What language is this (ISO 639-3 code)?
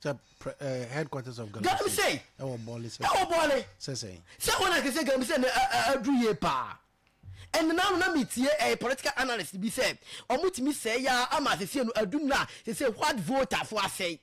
aka